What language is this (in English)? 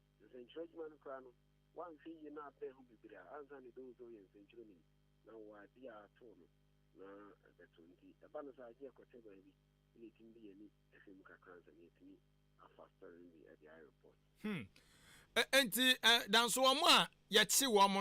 Akan